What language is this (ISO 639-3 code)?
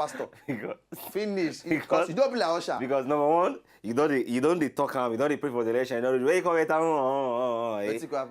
pcm